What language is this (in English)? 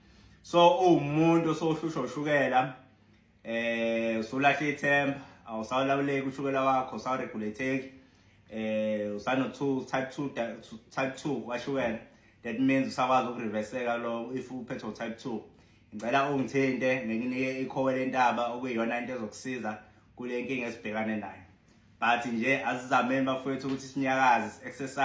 Zulu